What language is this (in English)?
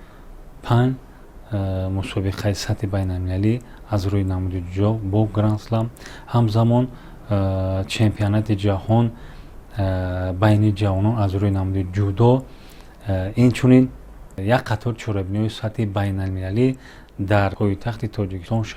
Tajik